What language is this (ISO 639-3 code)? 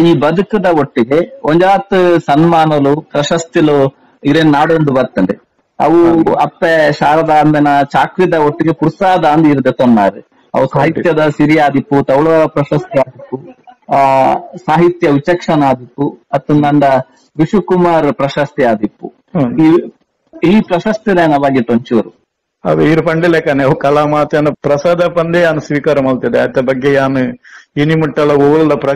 tcy